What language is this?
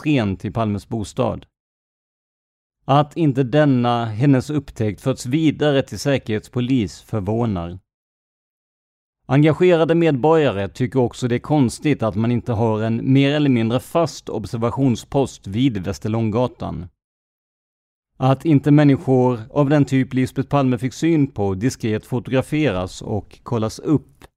Swedish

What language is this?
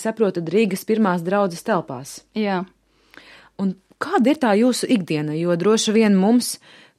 Latvian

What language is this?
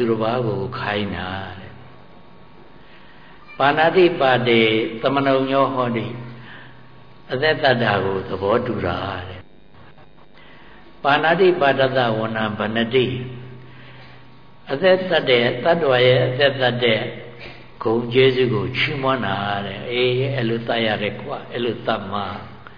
Burmese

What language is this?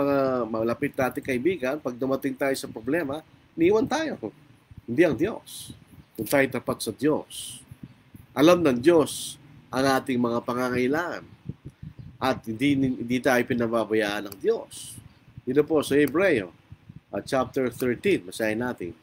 Filipino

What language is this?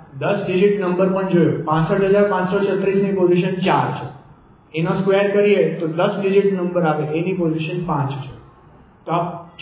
Gujarati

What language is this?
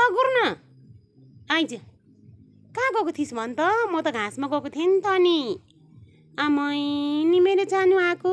Nepali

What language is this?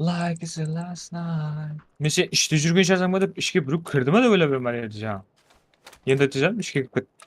Kara-Kalpak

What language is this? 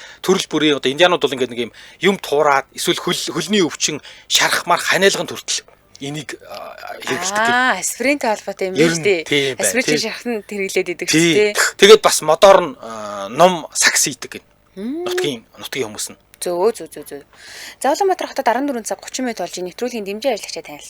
Mongolian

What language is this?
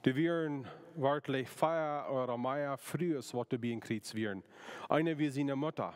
Plautdietsch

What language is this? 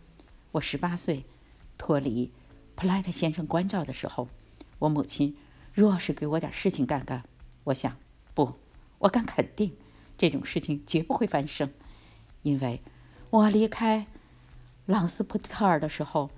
Chinese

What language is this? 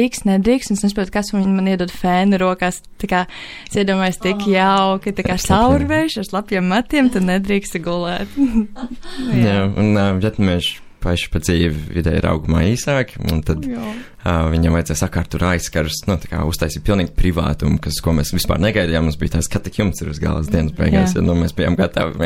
Latvian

